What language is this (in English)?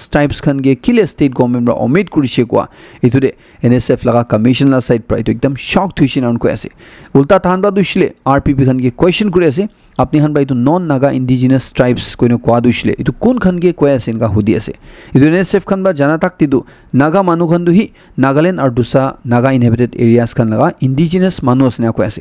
Naga Pidgin